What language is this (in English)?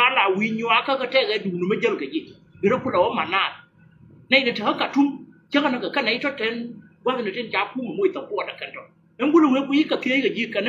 Nuer